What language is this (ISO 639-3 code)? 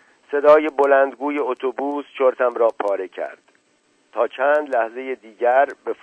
fas